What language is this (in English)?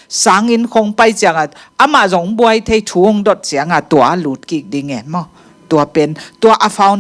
Tedim Chin